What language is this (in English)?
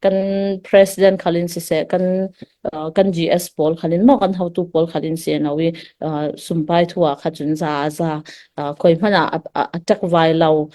Falam Chin